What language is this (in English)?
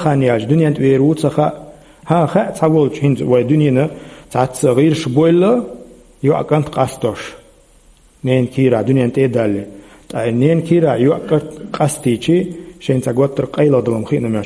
Chechen